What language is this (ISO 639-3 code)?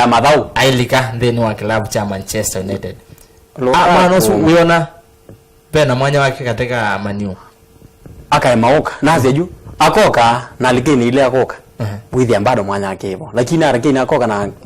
kam